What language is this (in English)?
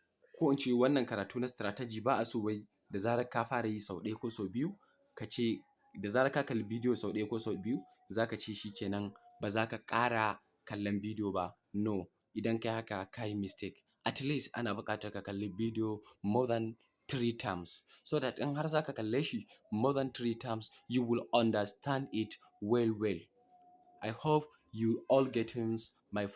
Hausa